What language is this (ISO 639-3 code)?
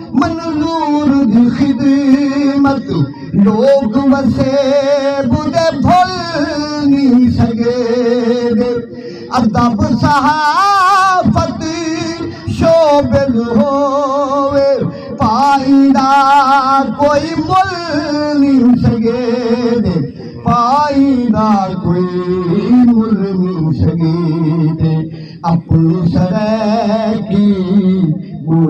skr